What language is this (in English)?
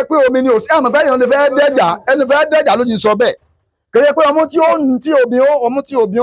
Yoruba